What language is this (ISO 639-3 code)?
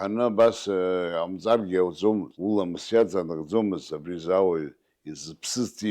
abk